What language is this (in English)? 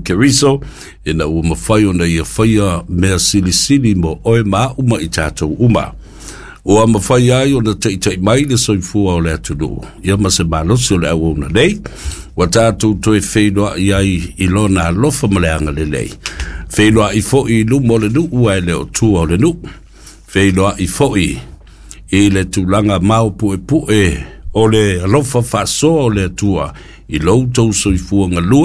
Samoan